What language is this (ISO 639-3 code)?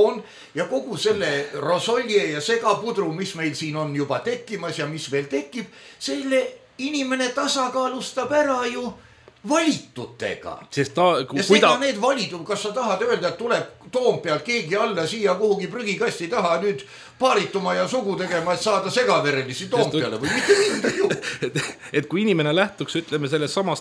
est